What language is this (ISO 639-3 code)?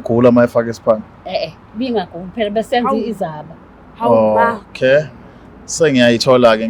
zul